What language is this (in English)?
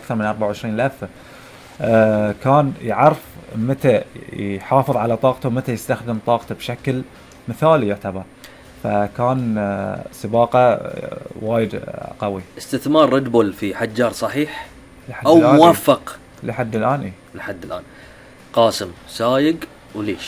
Gulf Arabic